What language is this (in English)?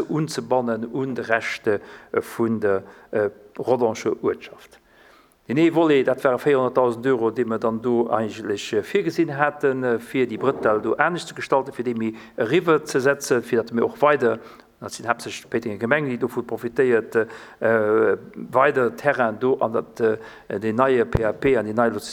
Luxembourgish